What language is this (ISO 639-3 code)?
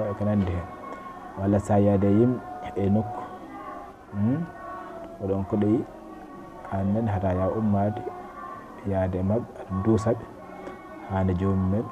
ful